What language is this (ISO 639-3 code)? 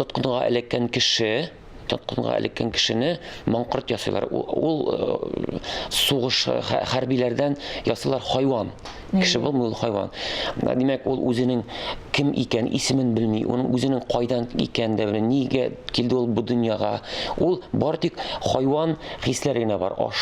tat